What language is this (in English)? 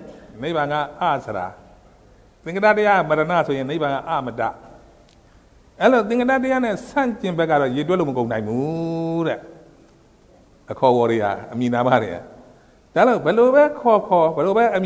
Burmese